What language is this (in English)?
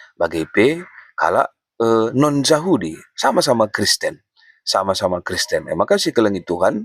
Batak Karo